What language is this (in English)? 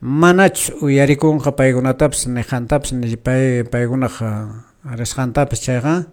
Quechua